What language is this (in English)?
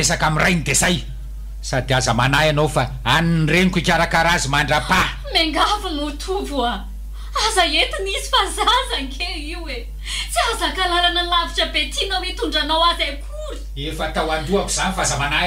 Malagasy